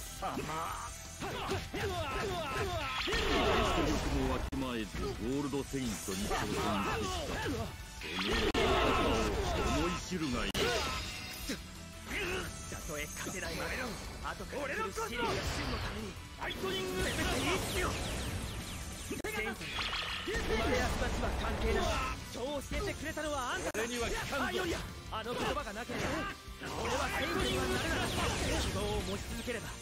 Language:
Japanese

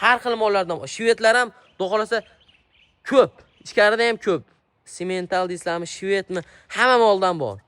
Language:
Uzbek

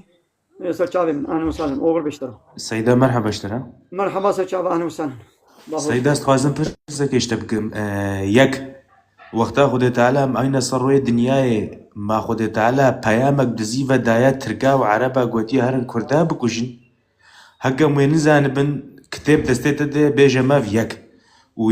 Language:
Kurdish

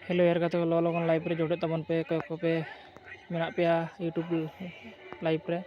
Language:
Santali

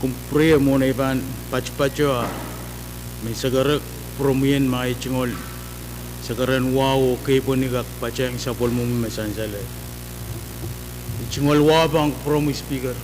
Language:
Pohnpeian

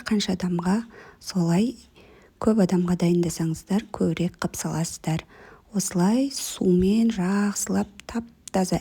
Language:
Kazakh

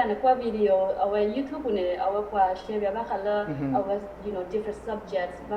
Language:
S'gaw Karen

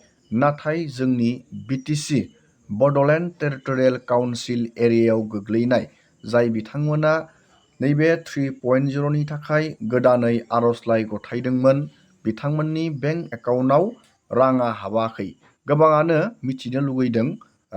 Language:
Bodo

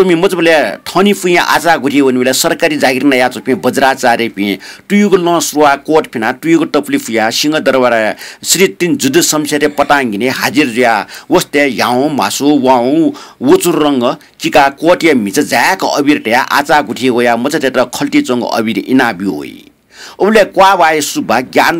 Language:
Newari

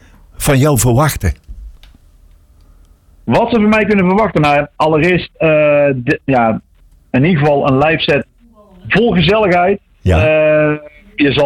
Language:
Dutch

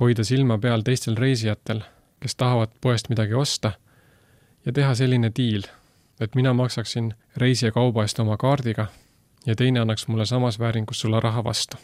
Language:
Estonian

